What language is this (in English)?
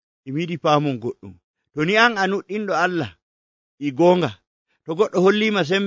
Nigerian Fulfulde